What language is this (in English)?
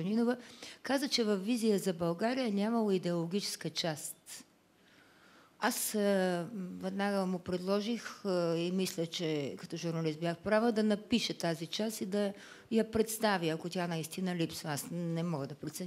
Bulgarian